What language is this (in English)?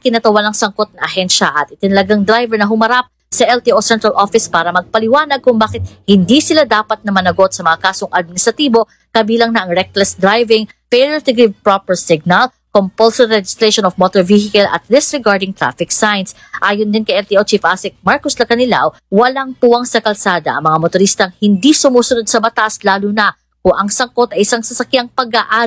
Filipino